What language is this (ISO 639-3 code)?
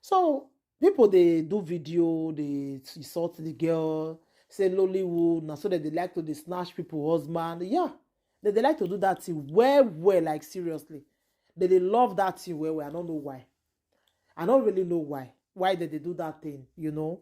pcm